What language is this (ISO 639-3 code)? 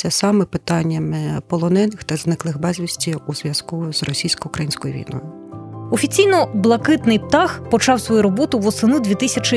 ukr